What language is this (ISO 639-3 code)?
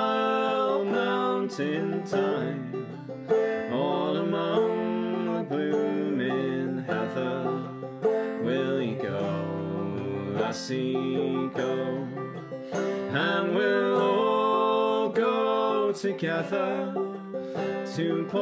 eng